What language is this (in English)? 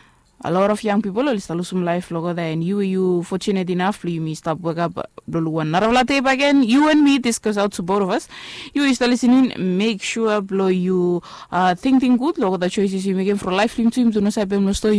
Bislama